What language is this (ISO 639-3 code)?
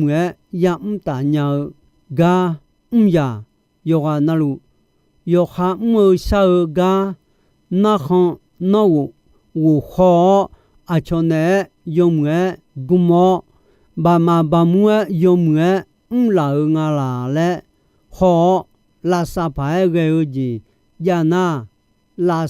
ahk